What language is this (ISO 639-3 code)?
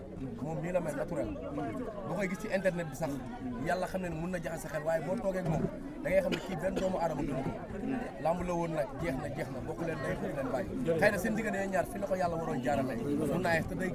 wol